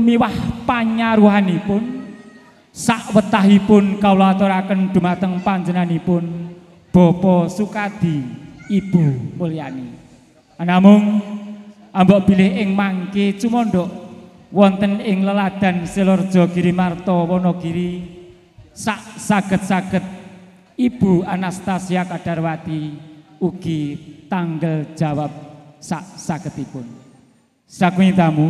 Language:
Javanese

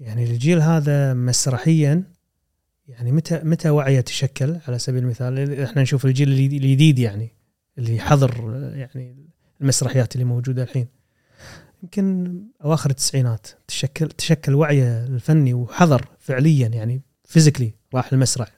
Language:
Gulf Arabic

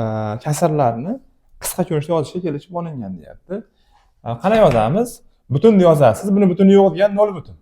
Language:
Uzbek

